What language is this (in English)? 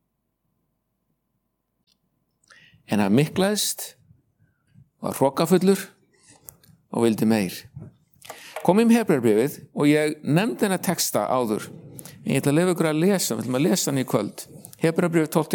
Icelandic